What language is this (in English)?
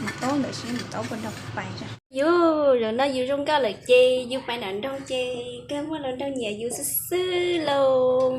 Hmong